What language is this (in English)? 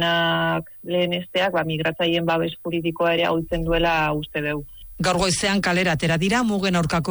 Basque